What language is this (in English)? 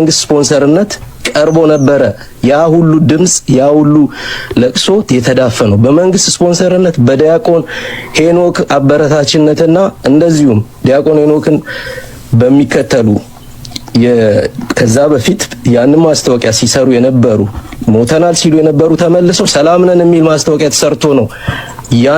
Amharic